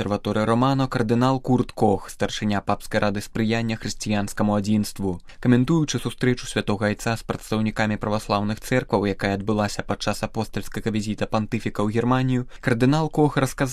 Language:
Belarusian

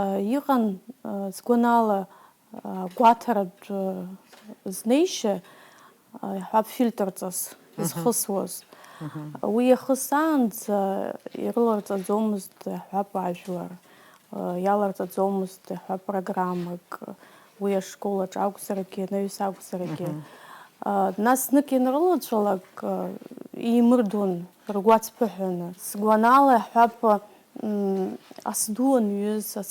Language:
Abkhazian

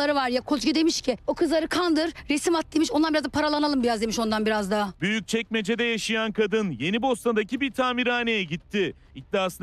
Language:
Turkish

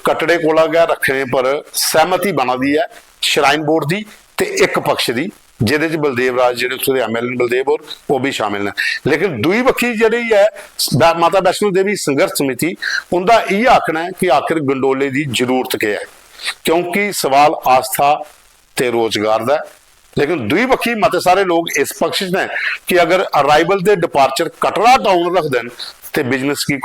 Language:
Dogri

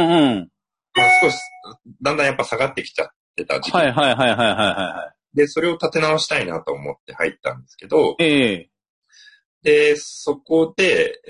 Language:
Japanese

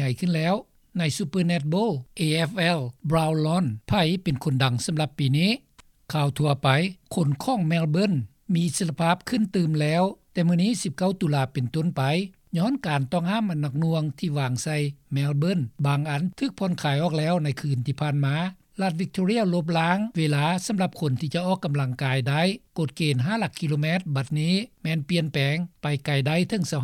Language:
Lao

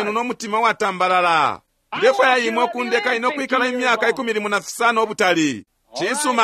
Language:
Bemba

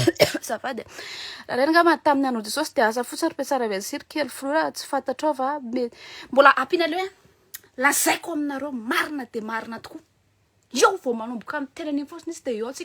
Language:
Malagasy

